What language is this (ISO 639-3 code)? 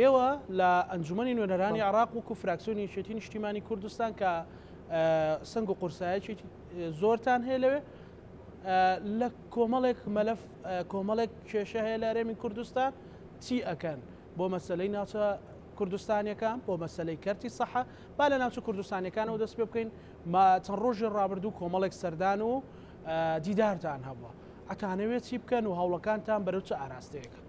ckb